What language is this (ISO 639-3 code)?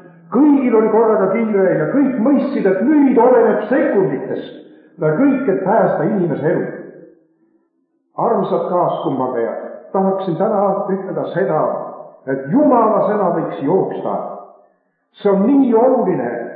est